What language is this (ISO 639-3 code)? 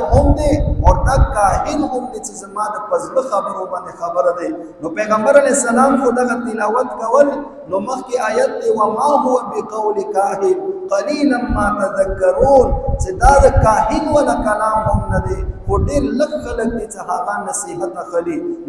pus